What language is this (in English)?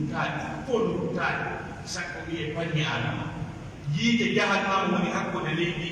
Pular